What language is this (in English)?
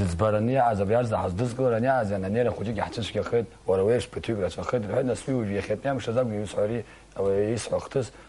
Abkhazian